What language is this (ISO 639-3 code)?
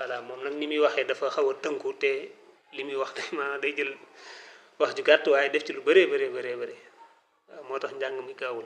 wol